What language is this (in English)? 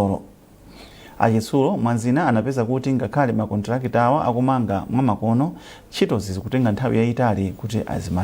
Nyanja